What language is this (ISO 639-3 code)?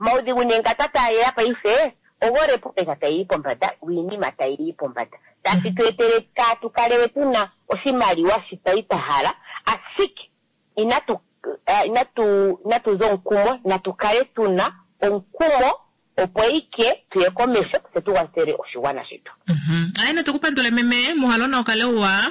kua